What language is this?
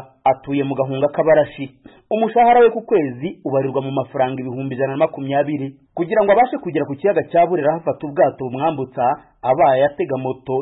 Kinyarwanda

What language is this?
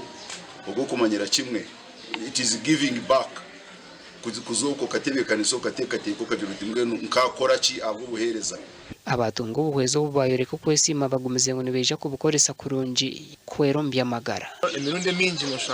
Nyankole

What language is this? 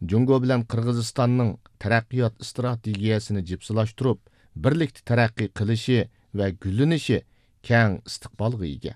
Uyghur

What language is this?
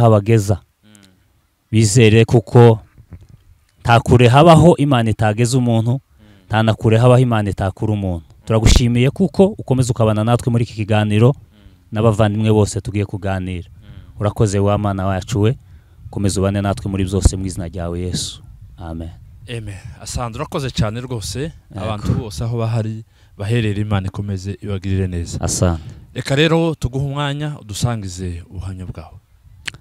Kinyarwanda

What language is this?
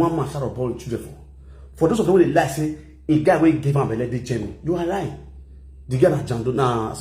Nigerian Pidgin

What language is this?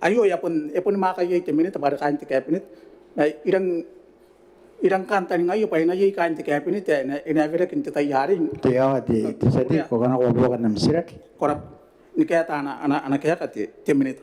Gilbertese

